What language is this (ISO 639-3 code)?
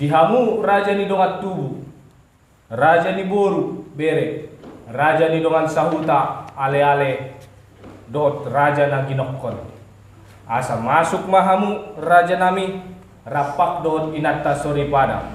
bbc